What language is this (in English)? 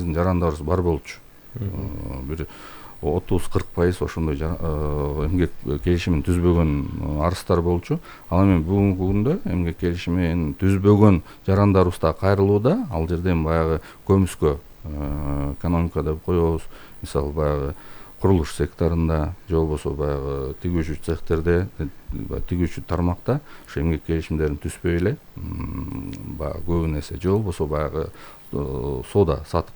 Kyrgyz